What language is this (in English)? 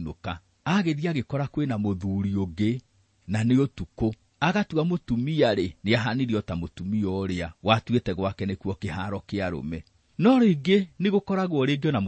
Kikuyu